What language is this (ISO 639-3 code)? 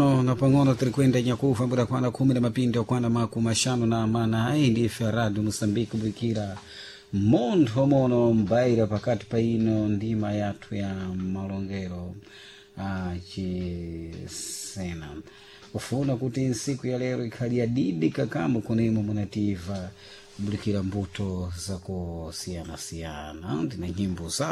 seh